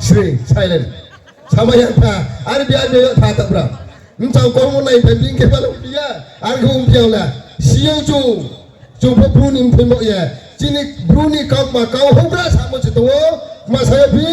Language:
Riang (India)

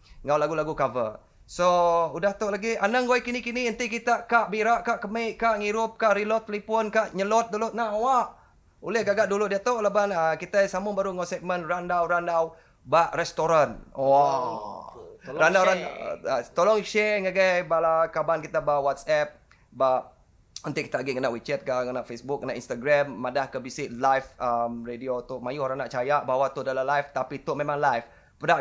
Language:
Iban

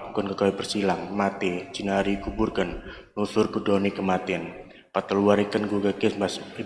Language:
Batak Karo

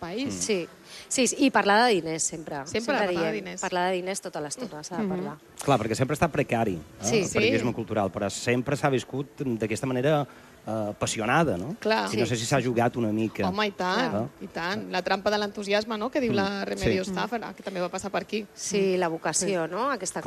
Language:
Catalan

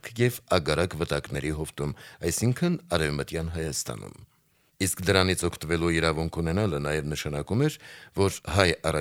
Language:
Armenian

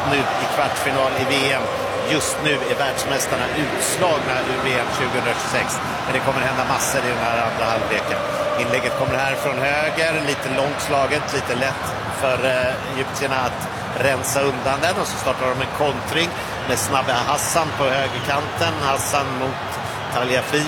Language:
Swedish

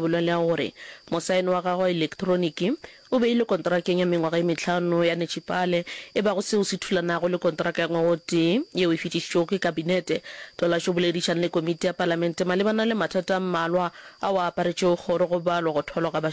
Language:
Northern Sotho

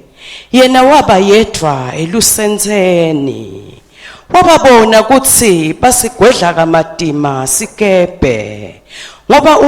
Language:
Swati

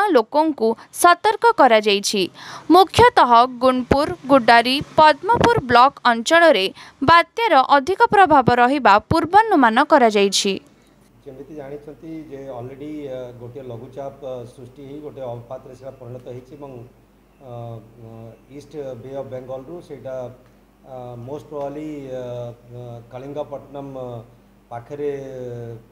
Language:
Odia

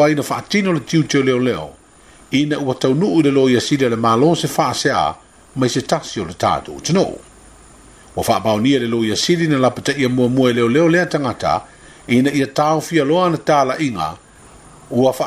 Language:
Samoan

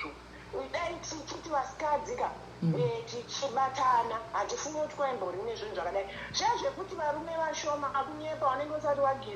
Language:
Shona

